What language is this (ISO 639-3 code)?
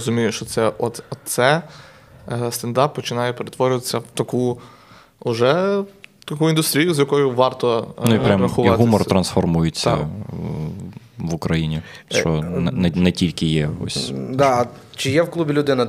ukr